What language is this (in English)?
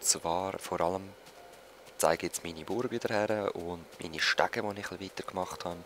Swiss German